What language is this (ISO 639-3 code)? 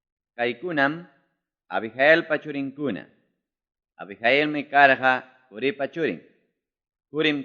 quy